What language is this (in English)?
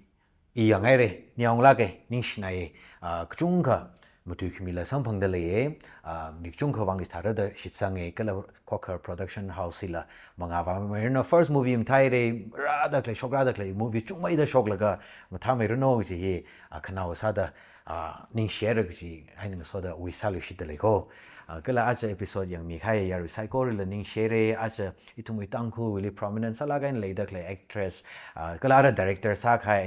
Tangkhul Naga (India)